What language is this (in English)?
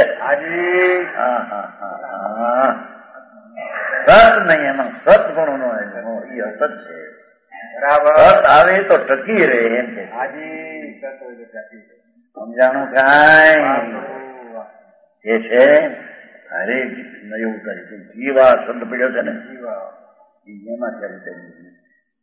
Gujarati